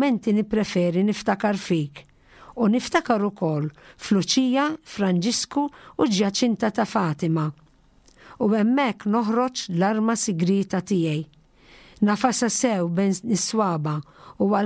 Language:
Maltese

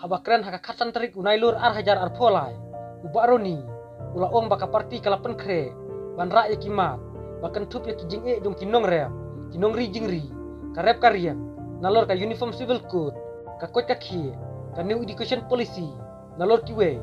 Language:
Khasi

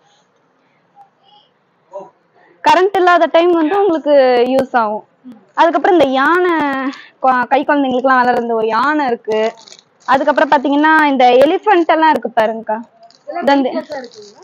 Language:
Tamil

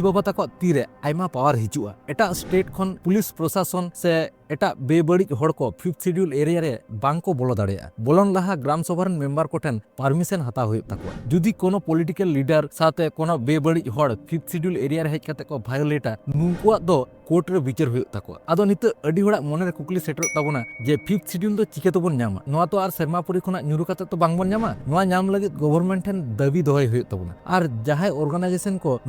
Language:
Santali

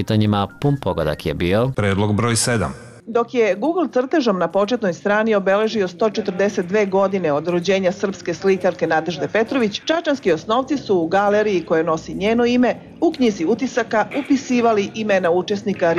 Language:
Serbian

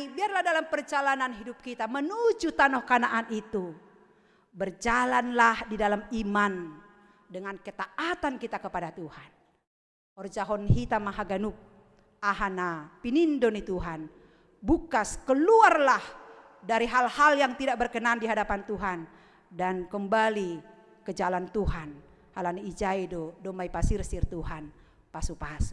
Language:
Batak Simalungun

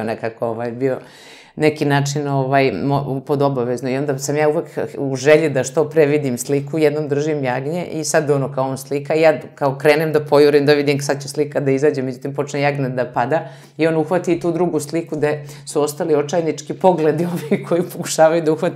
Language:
Serbian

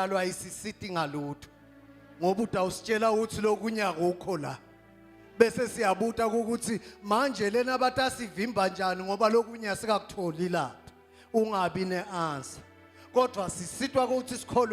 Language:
Zulu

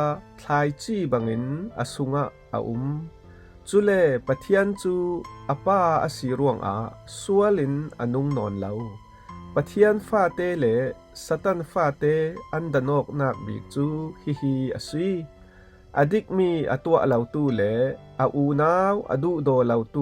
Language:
Falam Chin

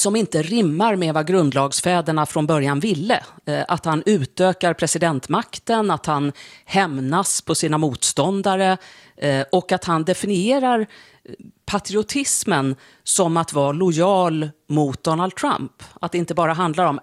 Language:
Swedish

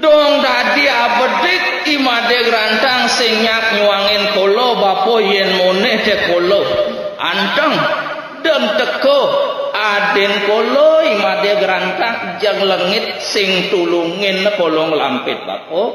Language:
Balinese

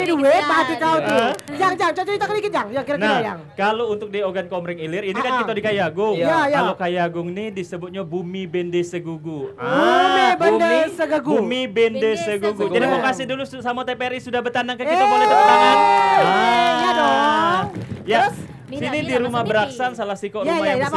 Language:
Musi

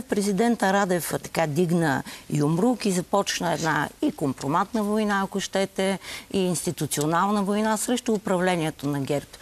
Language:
Bulgarian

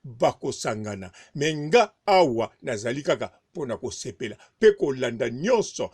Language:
Lingala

